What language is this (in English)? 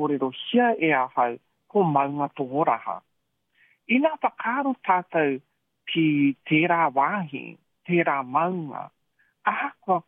Māori